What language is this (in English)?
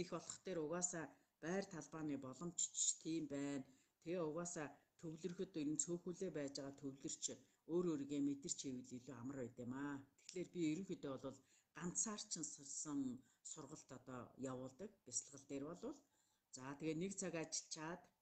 Mongolian